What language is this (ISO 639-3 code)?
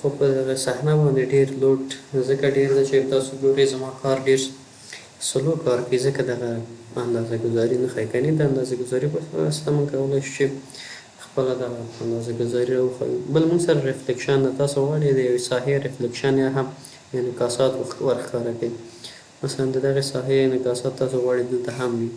pus